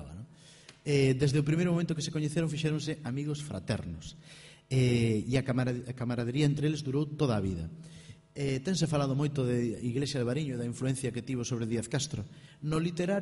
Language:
Galician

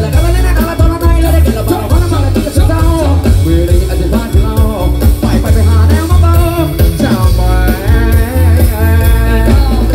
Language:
Thai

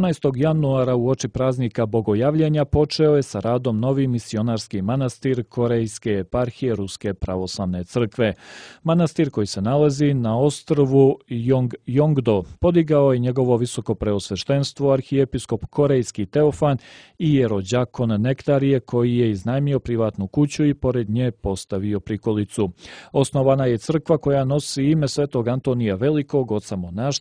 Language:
Serbian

